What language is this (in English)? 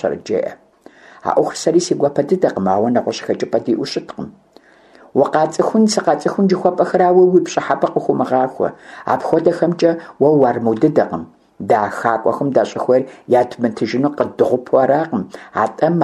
Kabardian